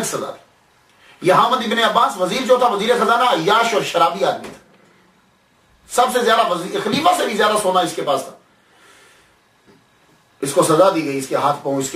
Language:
Urdu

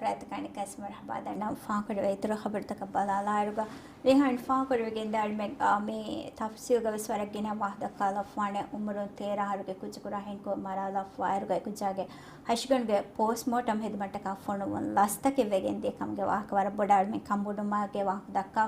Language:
Divehi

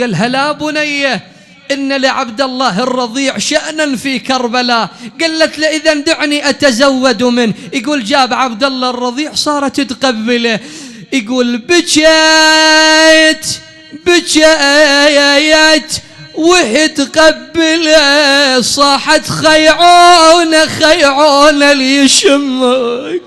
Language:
Mesopotamian Arabic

